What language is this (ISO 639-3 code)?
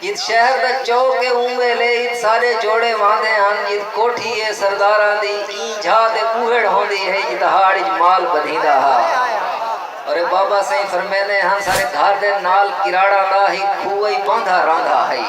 skr